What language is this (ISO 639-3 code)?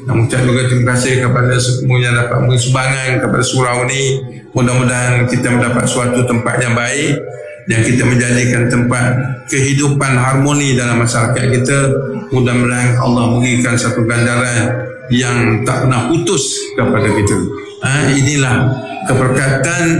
msa